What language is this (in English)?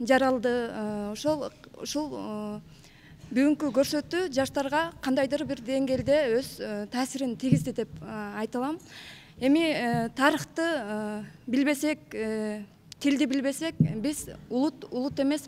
Kyrgyz